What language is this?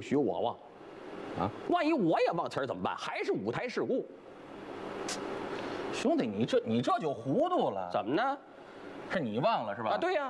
Chinese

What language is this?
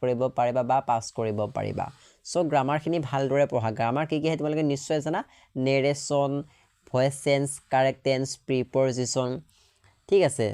Assamese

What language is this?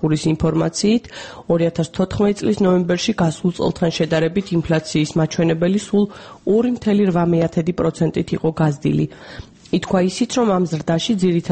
Georgian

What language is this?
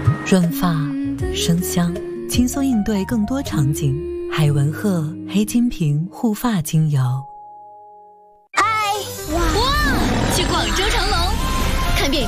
Chinese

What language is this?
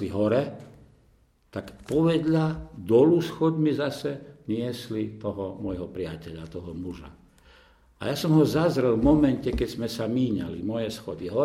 Slovak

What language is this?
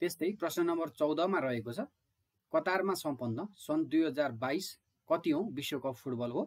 Nepali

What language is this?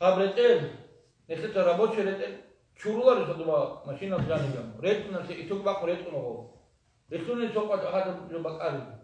Avaric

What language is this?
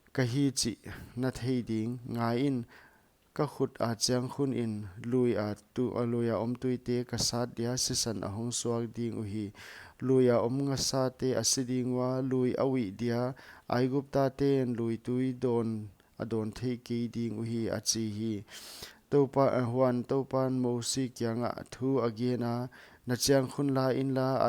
Paite Chin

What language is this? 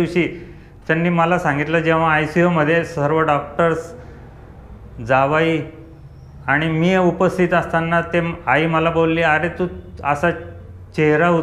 Marathi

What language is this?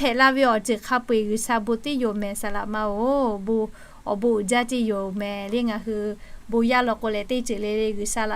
Lahu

